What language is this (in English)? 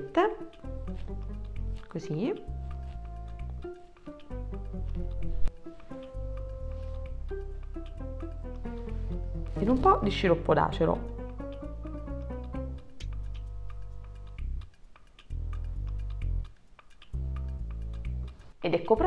Italian